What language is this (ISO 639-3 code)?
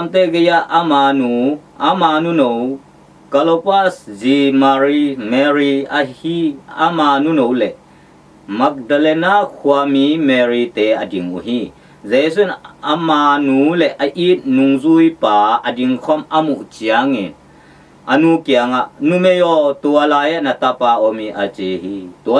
ctd